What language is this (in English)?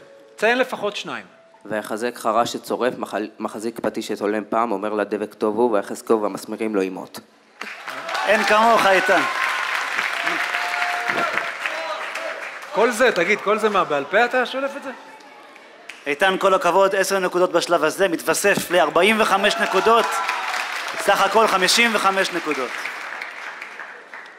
Hebrew